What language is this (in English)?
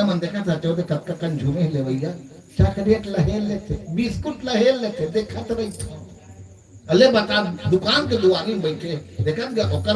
Chhattisgarhi